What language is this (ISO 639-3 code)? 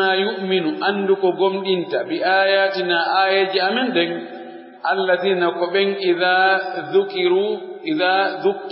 fuf